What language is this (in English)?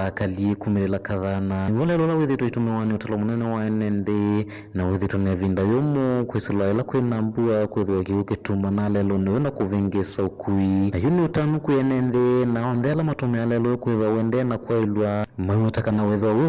Kamba